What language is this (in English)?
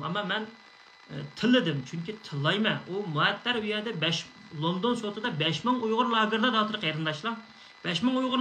Uyghur